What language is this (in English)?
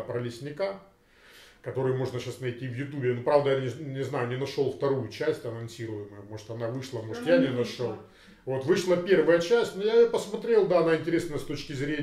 Russian